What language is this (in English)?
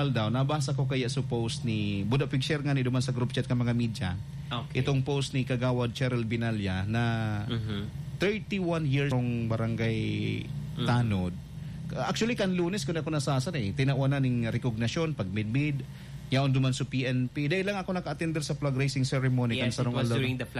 Bikol